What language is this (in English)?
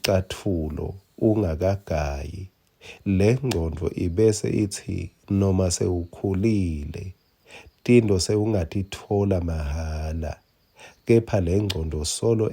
Swati